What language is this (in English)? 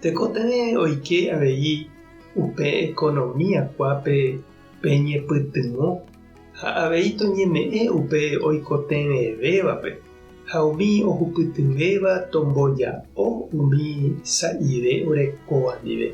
Guarani